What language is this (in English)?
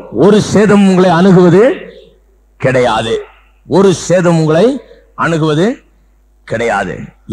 Tamil